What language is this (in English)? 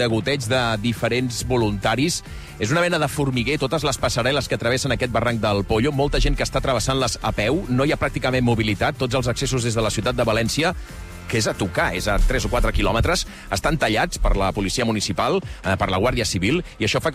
Catalan